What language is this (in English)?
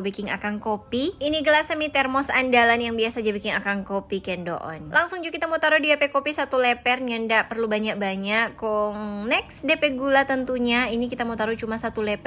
Manado Malay